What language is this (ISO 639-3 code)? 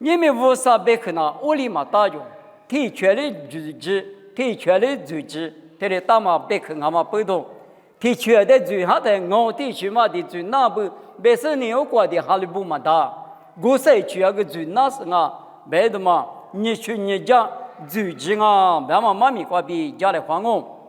lis